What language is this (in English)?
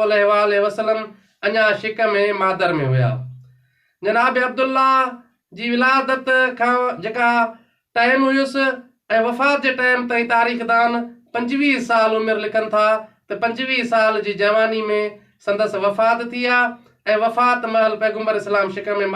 Sindhi